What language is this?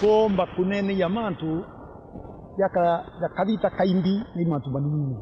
Meru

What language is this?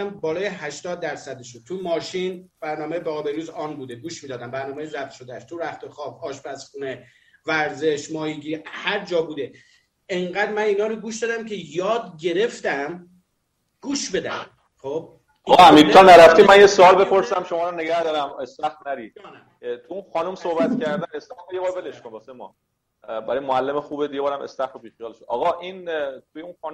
Persian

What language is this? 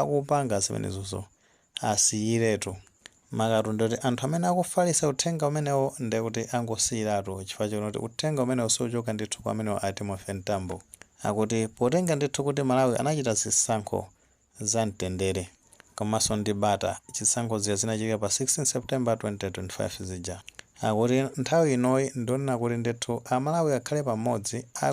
Nyanja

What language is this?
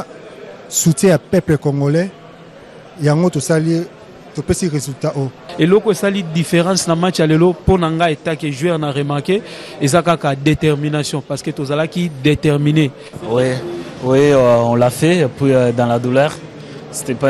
Lingala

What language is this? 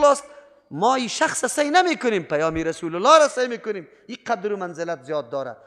Persian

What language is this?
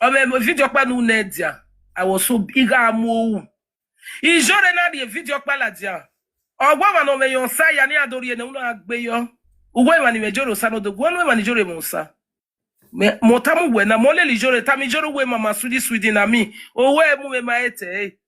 Nigerian Pidgin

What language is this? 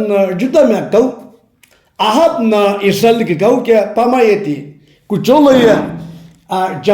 Sumi Naga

